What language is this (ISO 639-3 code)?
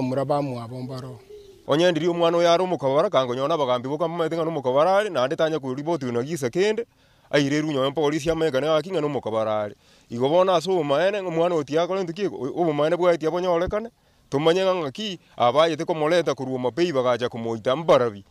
guz